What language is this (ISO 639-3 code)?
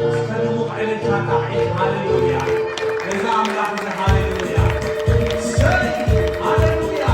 tir